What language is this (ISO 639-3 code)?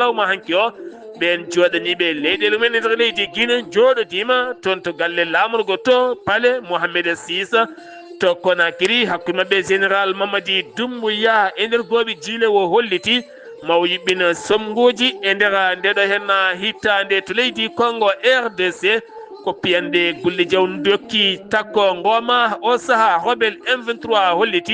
ful